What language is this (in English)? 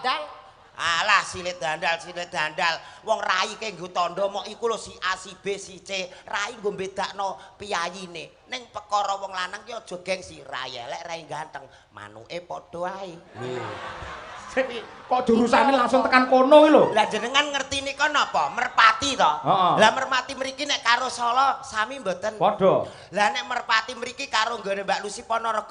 Javanese